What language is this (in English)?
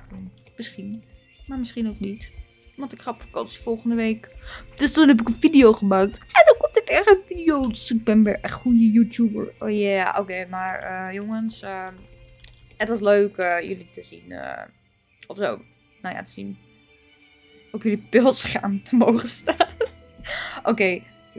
Dutch